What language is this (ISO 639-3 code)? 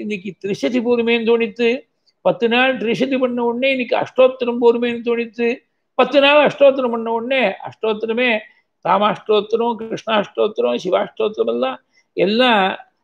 tam